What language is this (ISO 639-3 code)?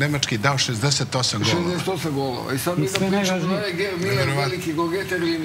srp